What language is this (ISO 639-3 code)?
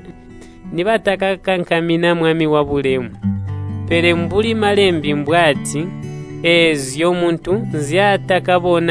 toi